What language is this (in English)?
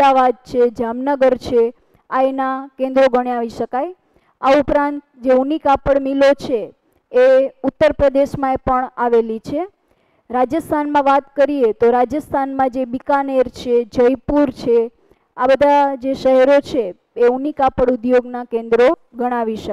Gujarati